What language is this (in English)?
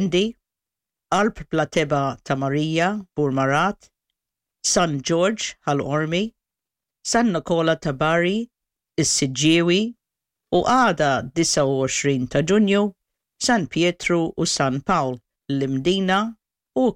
Maltese